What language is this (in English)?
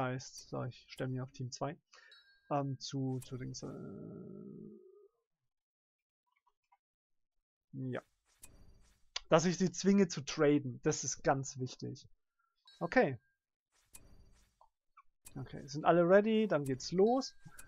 German